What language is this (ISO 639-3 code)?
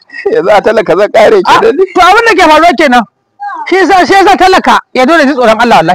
hau